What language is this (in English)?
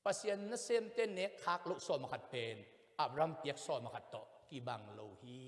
Tedim Chin